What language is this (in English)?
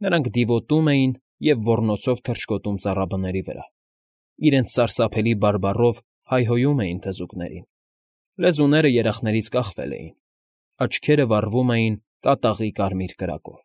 Armenian